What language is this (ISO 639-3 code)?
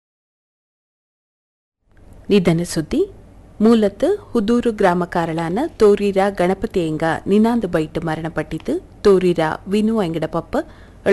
kan